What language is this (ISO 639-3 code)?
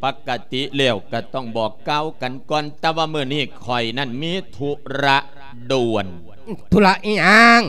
lao